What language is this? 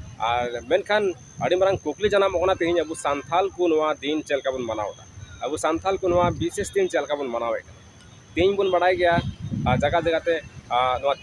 Santali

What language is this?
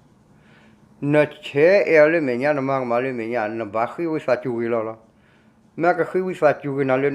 S'gaw Karen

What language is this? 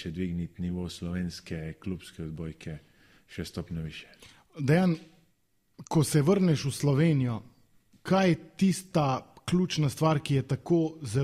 Slovenian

